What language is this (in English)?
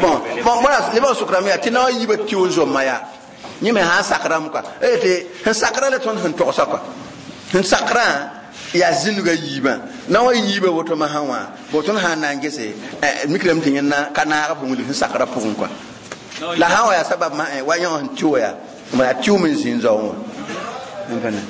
Mossi